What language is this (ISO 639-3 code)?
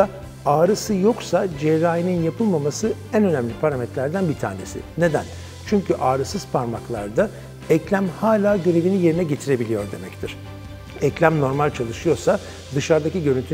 tur